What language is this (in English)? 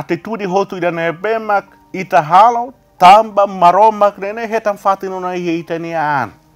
Tetum